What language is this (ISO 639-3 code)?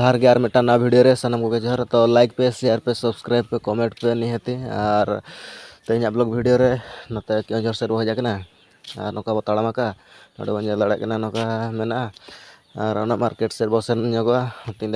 sat